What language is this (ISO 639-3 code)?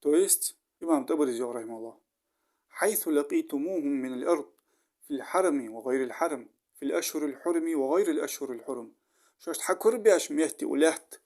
inh